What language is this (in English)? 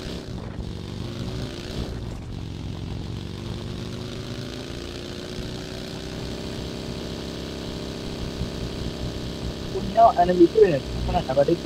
Burmese